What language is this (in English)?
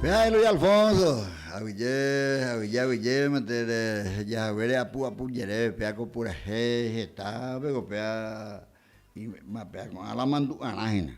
Guarani